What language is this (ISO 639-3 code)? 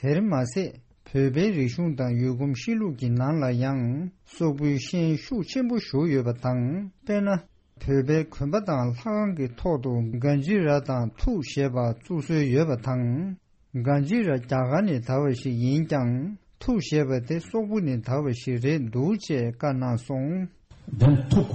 bod